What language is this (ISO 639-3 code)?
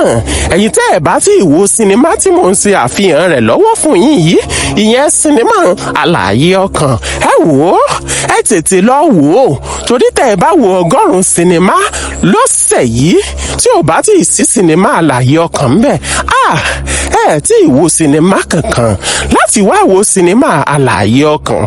yor